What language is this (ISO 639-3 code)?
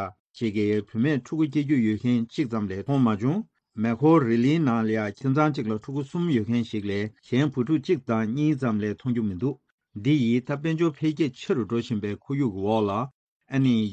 bod